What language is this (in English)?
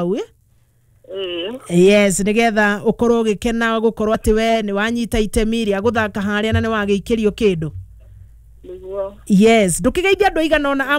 Kikuyu